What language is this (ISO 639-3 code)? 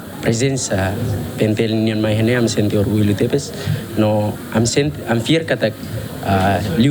tet